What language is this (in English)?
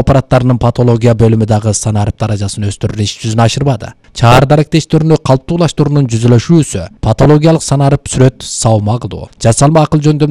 Kyrgyz